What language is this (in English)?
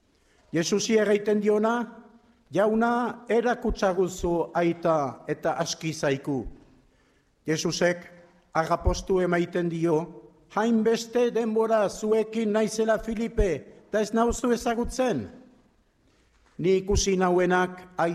Basque